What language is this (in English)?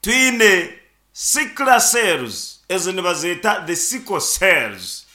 Nyankole